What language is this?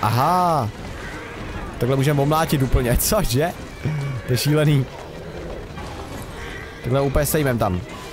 Czech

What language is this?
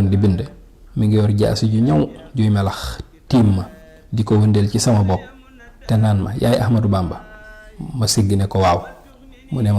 Wolof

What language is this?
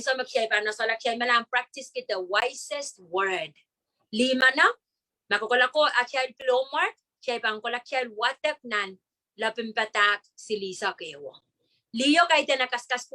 Pohnpeian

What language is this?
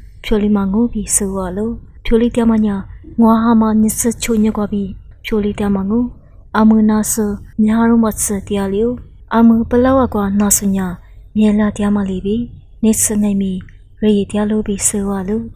Lisu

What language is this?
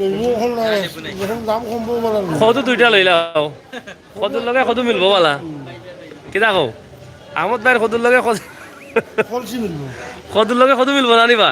Sylheti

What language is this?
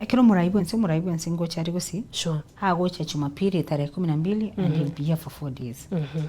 Gusii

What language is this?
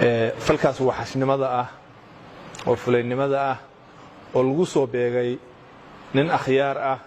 Somali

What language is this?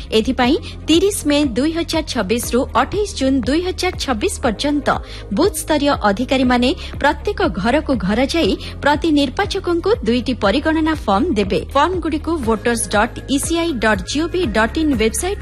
Odia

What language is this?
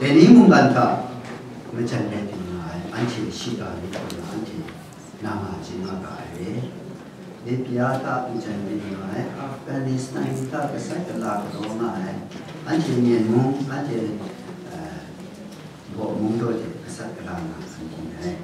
Kachin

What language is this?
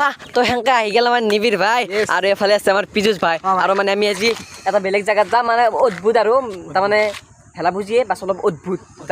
Assamese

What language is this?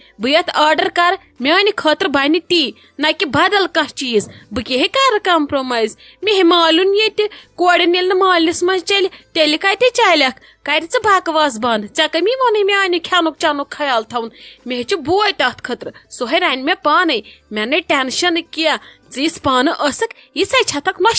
Kashmiri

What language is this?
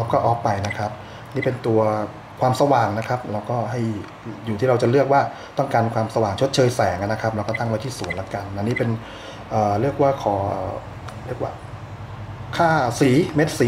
Thai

